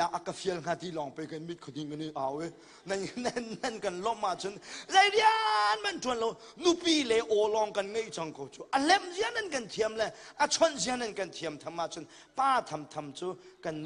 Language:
Hakha Chin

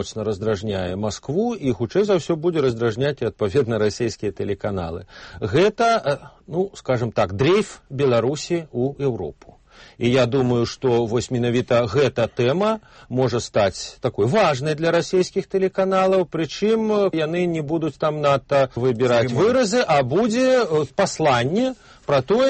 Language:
Belarusian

